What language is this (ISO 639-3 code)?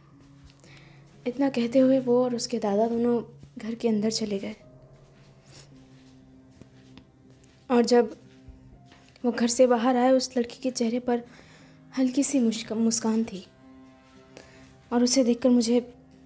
hin